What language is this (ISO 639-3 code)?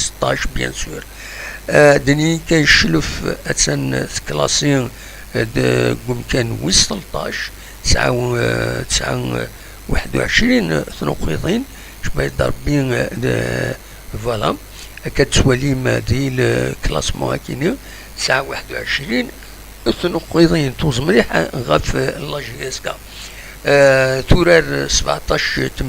kab